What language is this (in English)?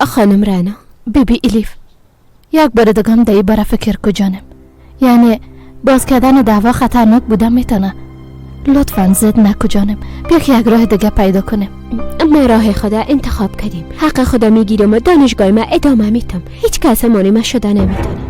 Persian